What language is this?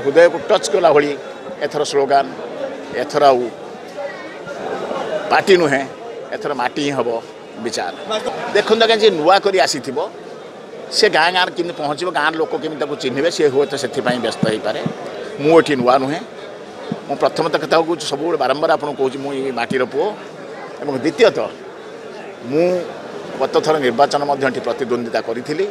Odia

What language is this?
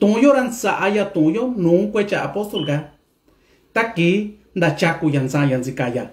Mixtepec Mixtec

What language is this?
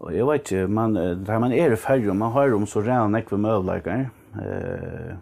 Faroese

